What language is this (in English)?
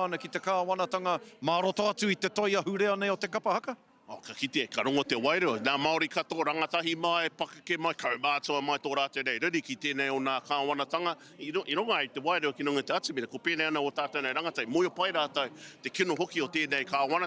Māori